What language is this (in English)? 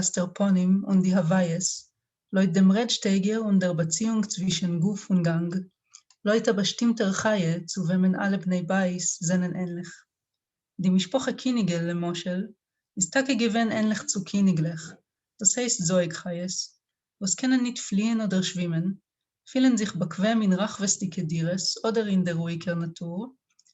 Yiddish